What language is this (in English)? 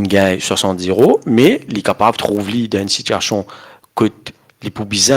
Morisyen